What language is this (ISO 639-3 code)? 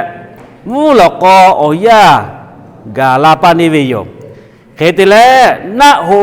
lhu